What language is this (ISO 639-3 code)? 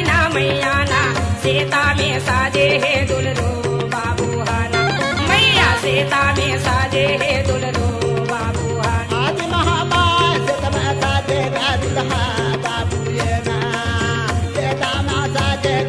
hne